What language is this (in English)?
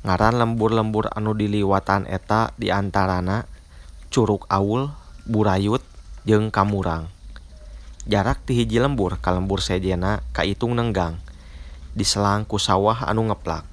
Sundanese